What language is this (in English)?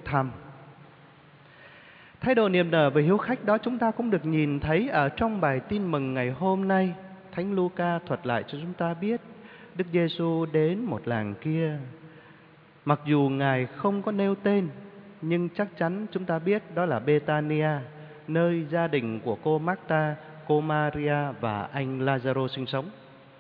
Vietnamese